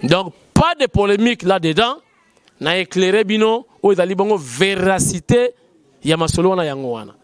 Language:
Lingala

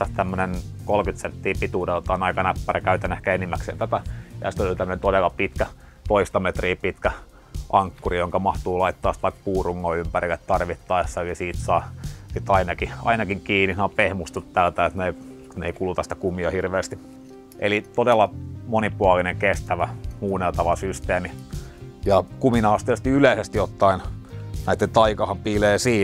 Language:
Finnish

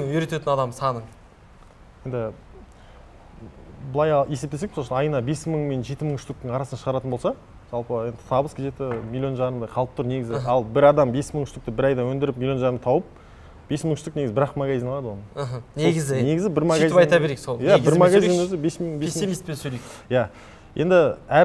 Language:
Kazakh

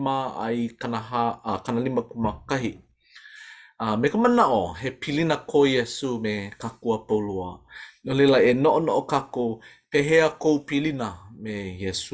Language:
Hawaiian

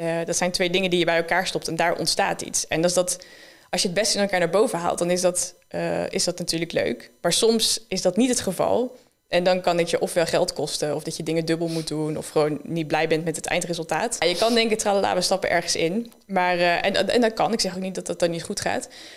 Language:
Dutch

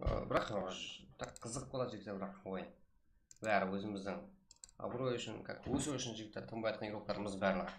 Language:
Kara-Kalpak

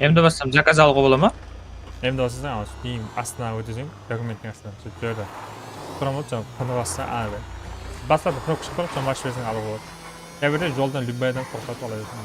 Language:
Kara-Kalpak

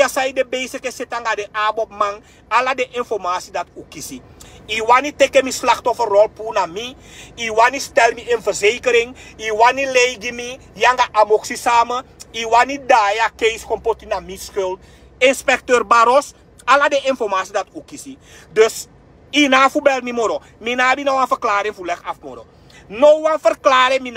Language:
Sranan Tongo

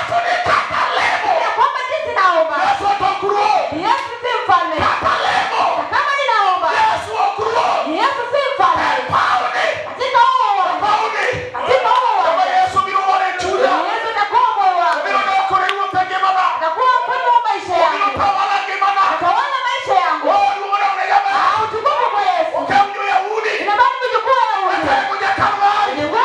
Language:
Luo (Kenya and Tanzania)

